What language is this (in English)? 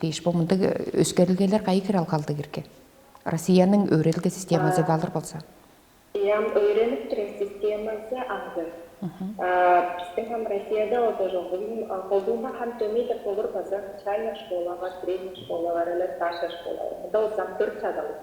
Tuvinian